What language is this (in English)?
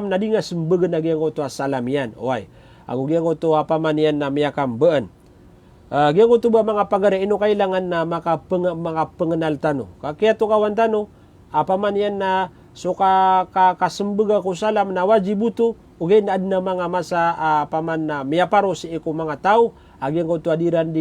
Maranao